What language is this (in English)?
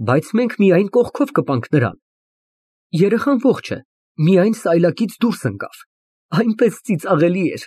Armenian